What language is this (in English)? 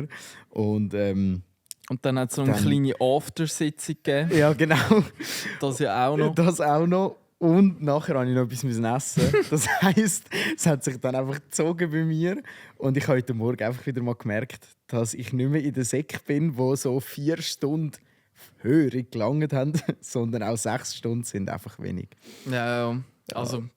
Swiss German